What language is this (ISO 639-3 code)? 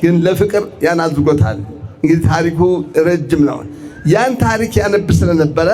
amh